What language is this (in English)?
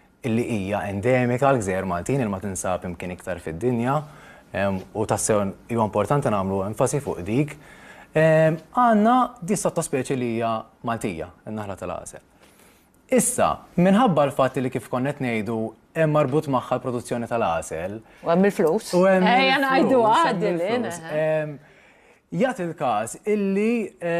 Maltese